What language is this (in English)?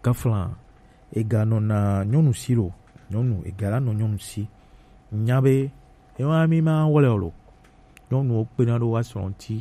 Gen